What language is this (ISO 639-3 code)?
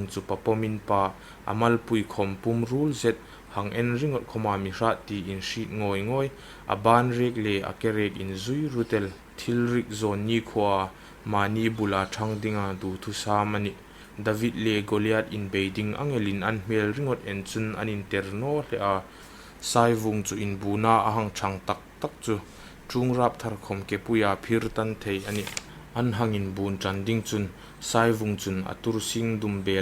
hmr